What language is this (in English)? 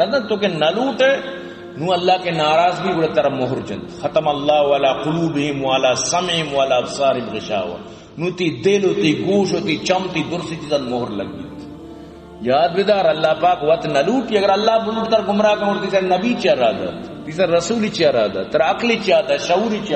Eastern Balochi